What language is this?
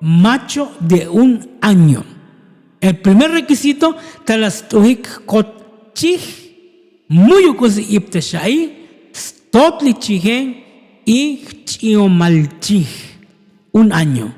Tzotzil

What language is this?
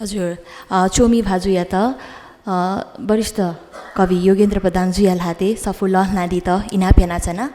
Newari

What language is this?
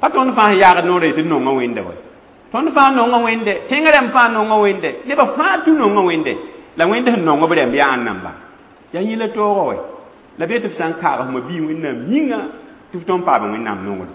Mossi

